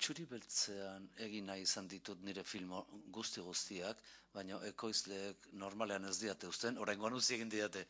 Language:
Basque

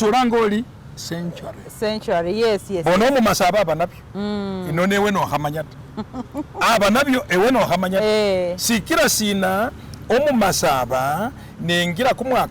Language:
Masaaba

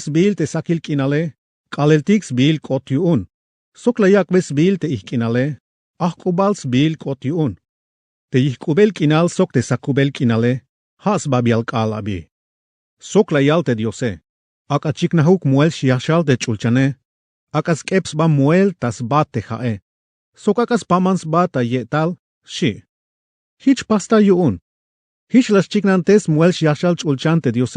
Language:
Tzeltal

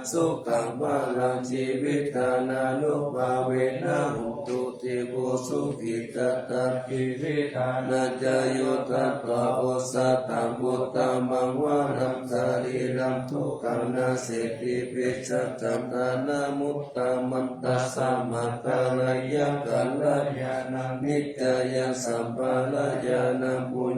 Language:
Pali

